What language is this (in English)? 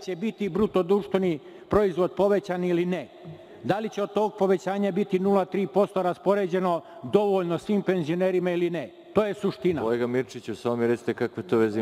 Serbian